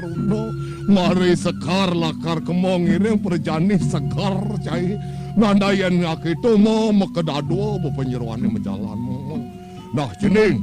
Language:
Balinese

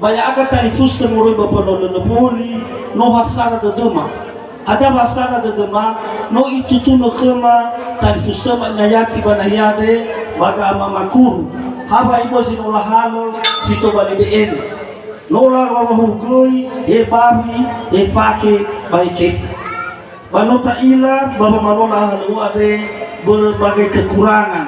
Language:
Nias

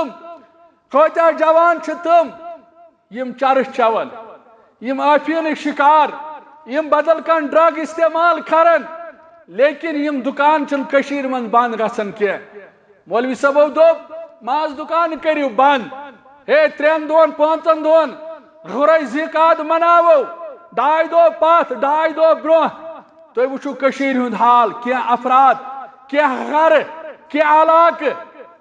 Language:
Kashmiri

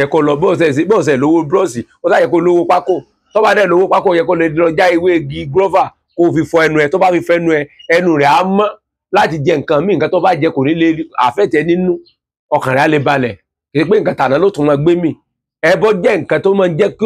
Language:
Yoruba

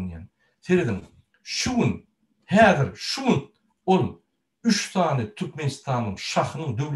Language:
Turkmen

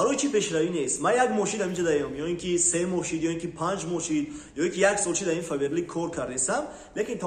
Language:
Tajik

